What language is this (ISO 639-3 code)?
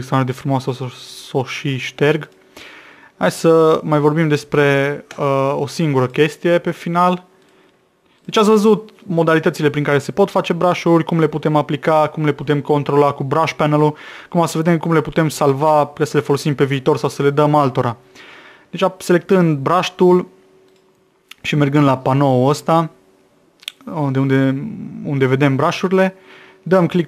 ron